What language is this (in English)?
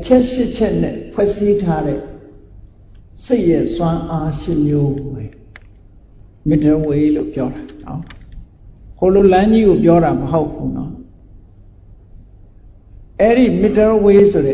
Burmese